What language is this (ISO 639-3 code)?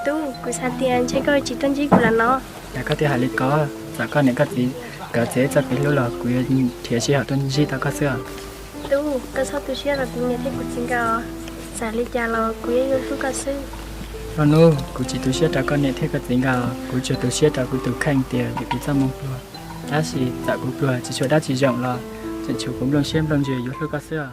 hmn